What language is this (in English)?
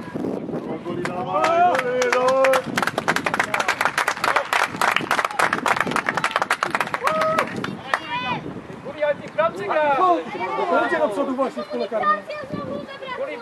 Polish